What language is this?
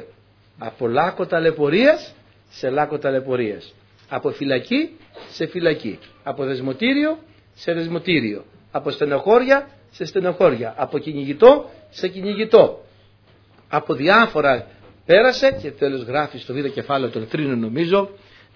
Greek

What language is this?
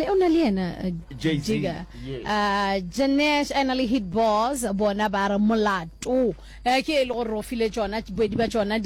Northern Sotho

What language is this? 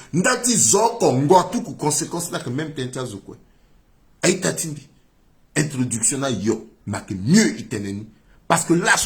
Sango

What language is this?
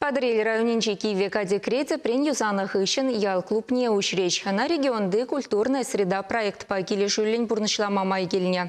Chuvash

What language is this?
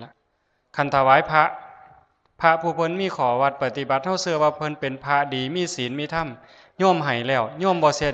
Northeastern Thai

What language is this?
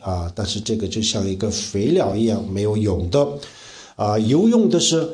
Chinese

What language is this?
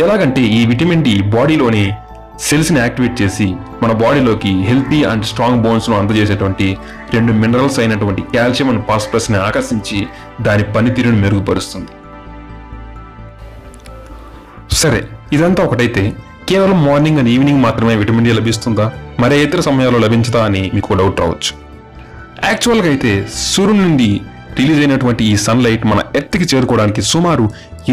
Telugu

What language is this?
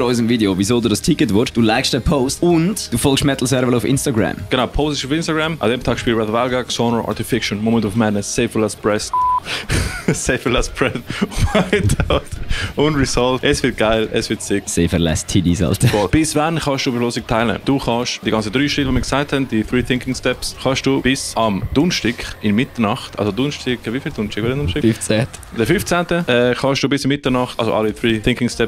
Swiss German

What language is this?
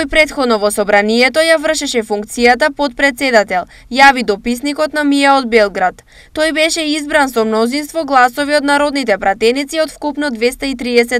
Macedonian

